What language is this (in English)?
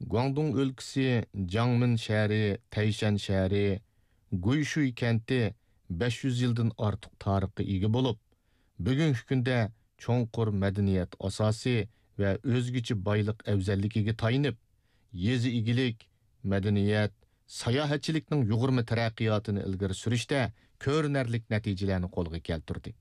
Uyghur